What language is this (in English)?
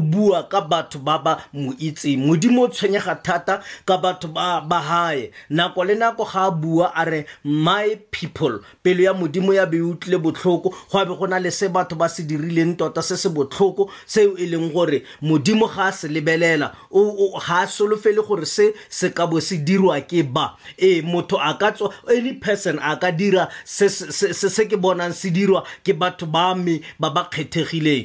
Tswana